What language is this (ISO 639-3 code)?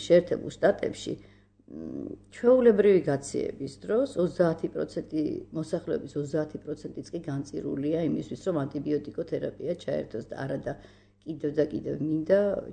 kat